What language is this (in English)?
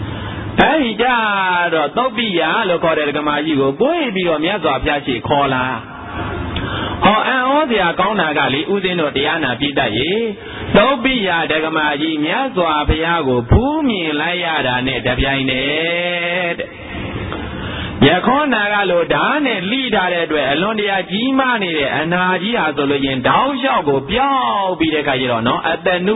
Burmese